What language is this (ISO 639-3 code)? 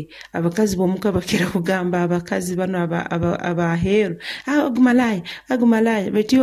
nyo